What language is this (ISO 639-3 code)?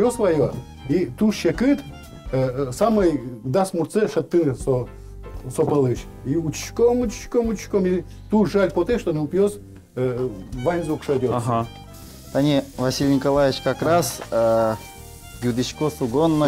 udm